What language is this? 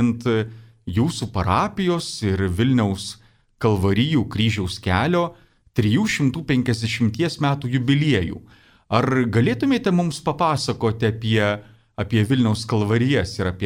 Lithuanian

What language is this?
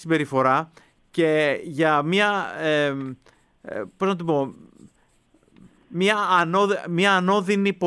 Greek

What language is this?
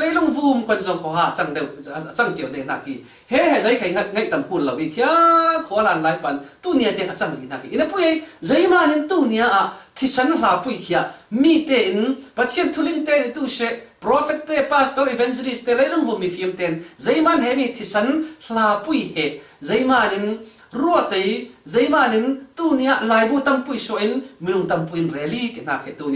Falam Chin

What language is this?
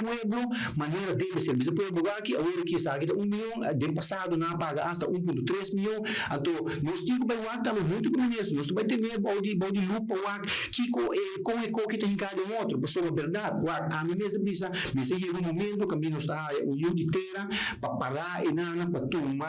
Papiamento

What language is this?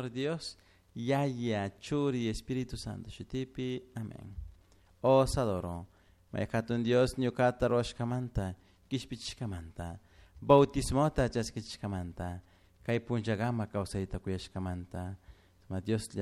Chimborazo Highland Quichua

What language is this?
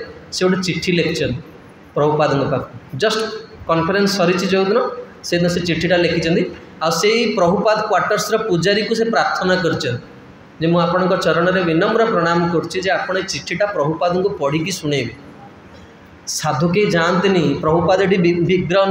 Odia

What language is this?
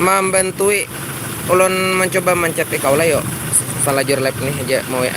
Banjar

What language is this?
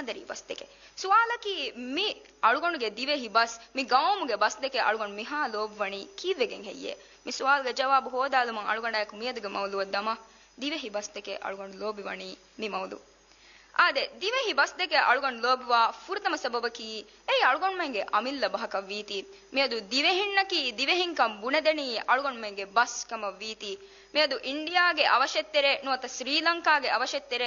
Divehi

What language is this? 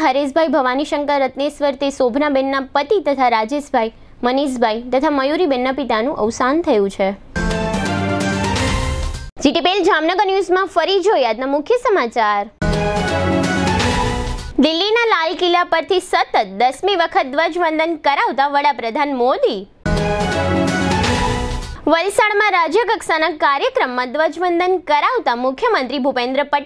Gujarati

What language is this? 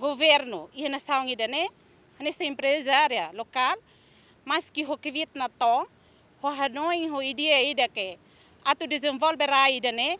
Tetum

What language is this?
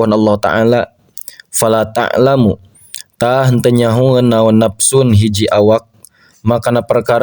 Sundanese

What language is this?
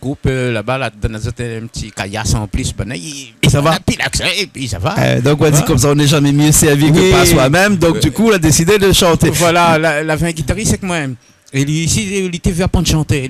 Réunion Creole French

